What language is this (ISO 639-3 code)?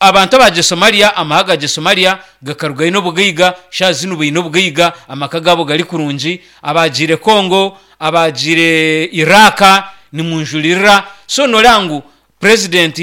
nyn